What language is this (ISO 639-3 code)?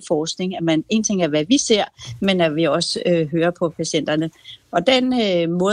dan